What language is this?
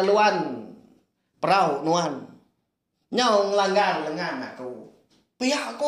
Iban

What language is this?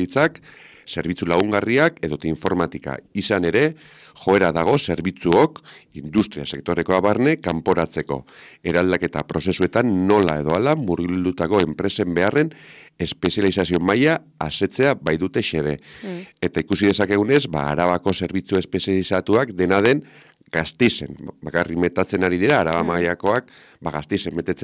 Basque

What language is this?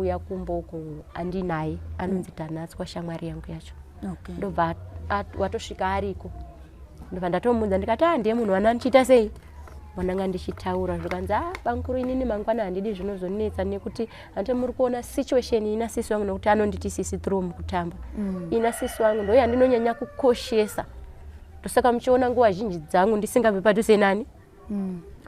Shona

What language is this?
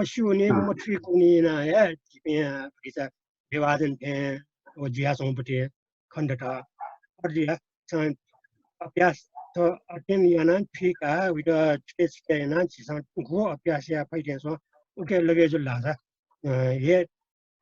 Newari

